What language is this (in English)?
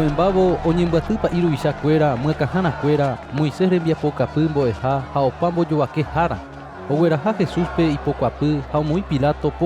Guarani